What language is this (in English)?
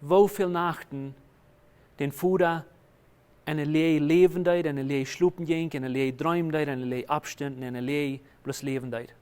Plautdietsch